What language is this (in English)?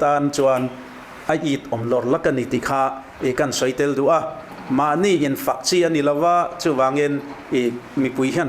Mizo